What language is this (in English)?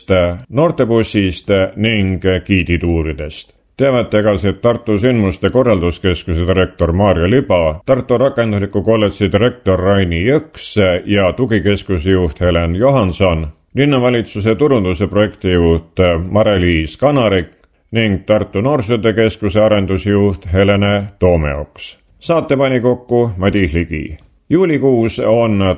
Estonian